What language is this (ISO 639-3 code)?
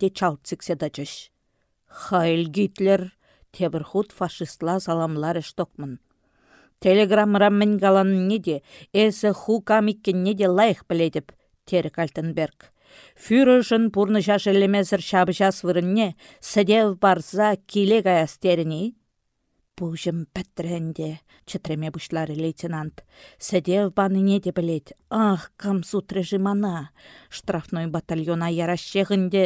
chv